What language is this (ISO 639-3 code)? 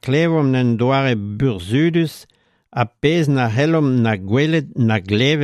bre